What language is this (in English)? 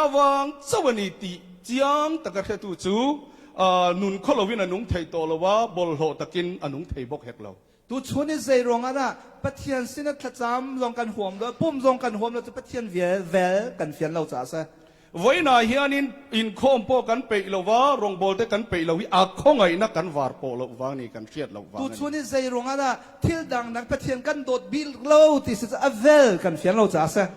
Hakha Chin